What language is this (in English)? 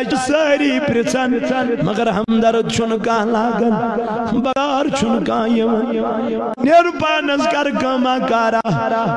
Kashmiri